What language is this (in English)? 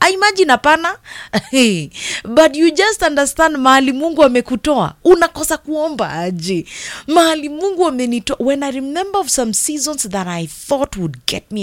Swahili